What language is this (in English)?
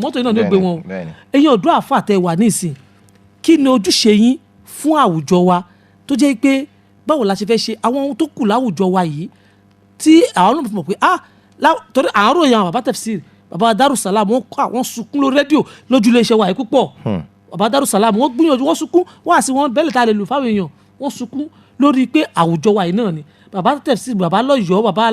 Yoruba